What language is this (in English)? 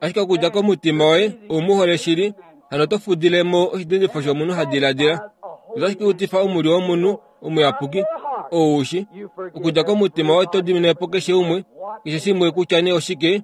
Kuanyama